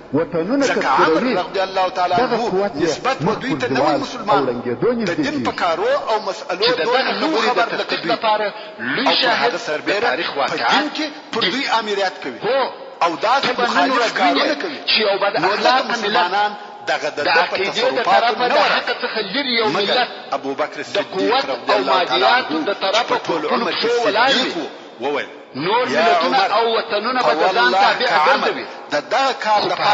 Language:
Pashto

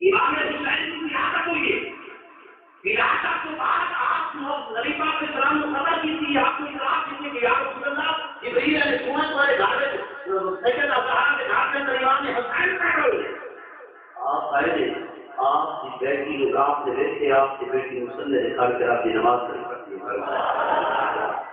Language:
Saraiki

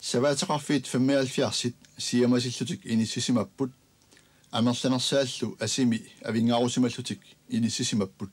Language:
Kalaallisut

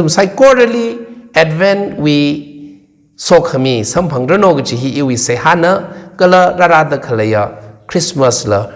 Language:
Tangkhul Naga (India)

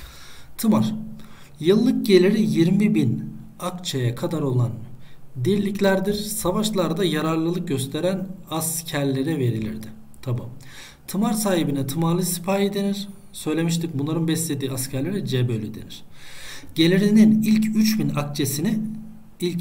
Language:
Turkish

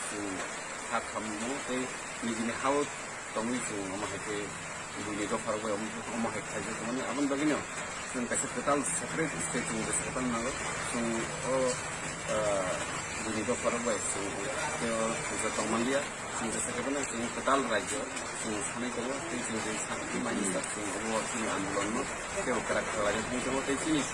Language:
Kok Borok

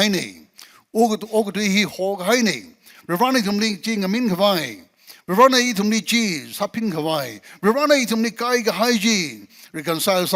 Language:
Tangkhul Naga (India)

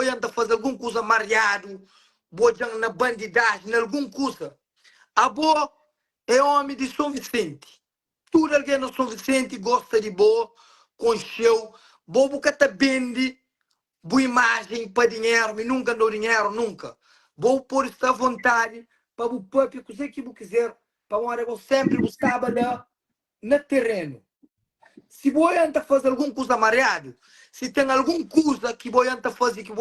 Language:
Kabuverdianu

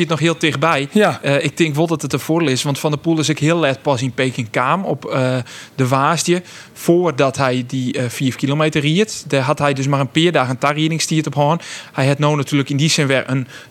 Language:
Western Frisian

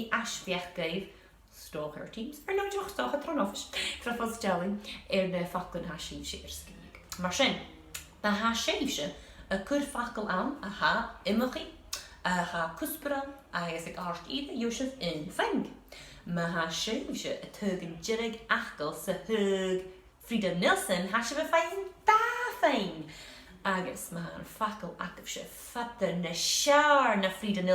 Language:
Scottish Gaelic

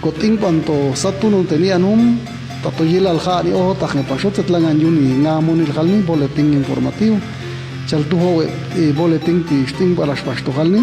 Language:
Popti'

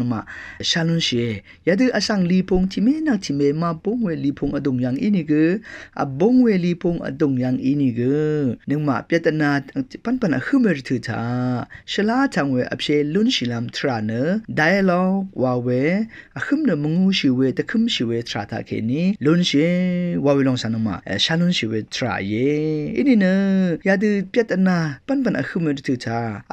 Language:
Rawang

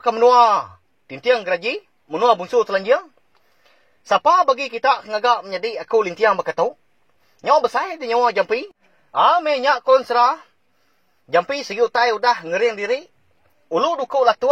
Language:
Iban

